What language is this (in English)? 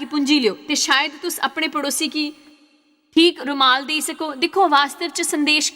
Dogri